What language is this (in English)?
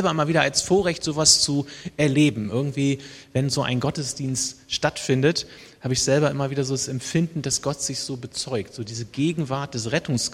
German